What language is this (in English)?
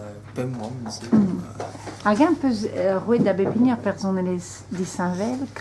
Breton